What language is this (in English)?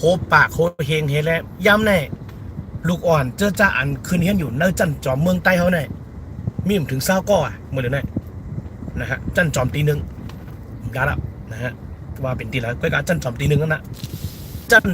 Shan